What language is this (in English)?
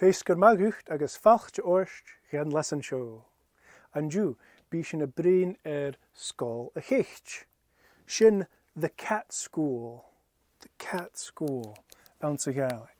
Scottish Gaelic